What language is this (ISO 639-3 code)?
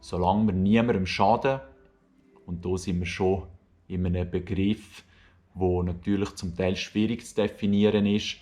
gsw